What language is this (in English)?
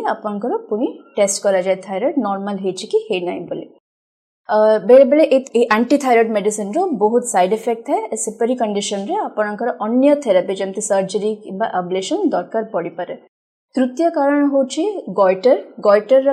Odia